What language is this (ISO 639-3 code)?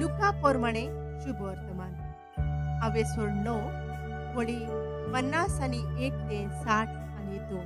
kok